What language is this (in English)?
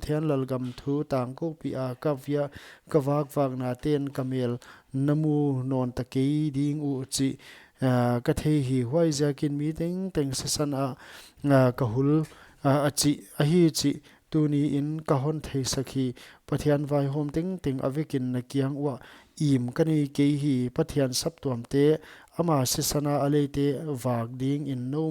Paite Chin